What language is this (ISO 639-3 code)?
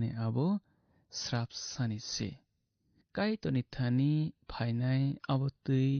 trp